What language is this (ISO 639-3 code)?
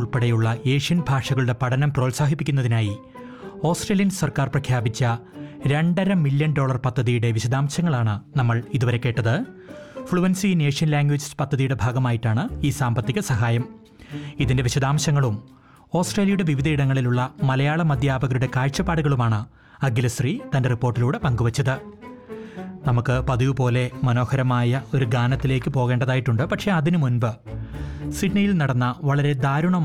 mal